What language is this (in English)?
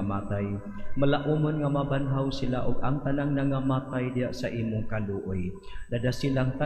Cebuano